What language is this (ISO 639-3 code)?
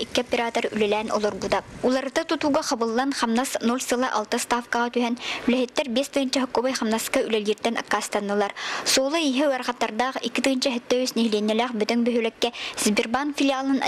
sah